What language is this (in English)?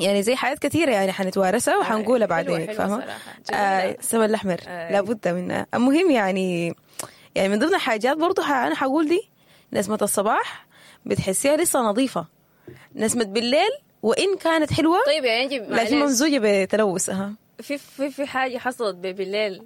Sudanese Arabic